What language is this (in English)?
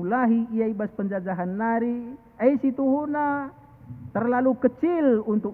Batak Karo